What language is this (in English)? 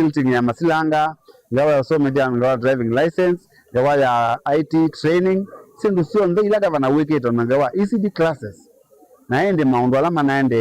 Kamba